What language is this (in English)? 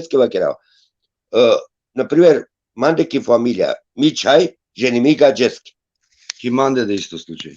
Balkan Romani